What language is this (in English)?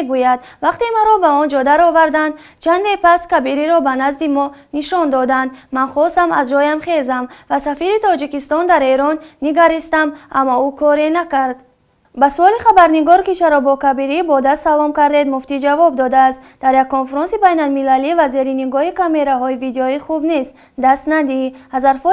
Tajik